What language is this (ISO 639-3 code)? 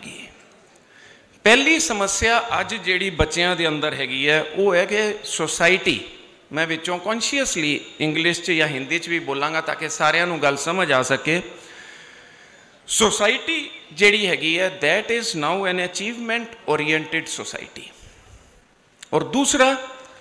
pan